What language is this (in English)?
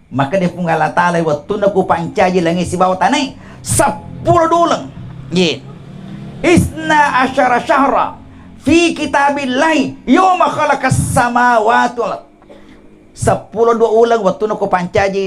Buginese